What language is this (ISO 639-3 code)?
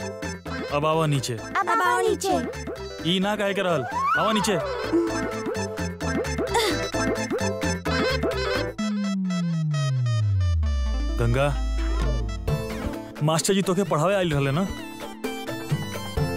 bho